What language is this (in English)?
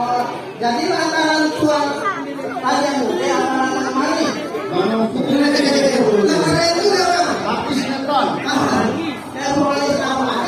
Betawi